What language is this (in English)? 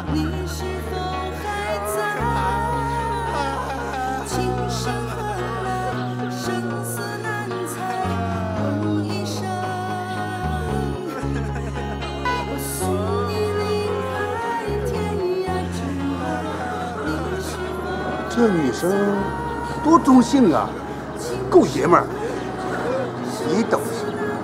Chinese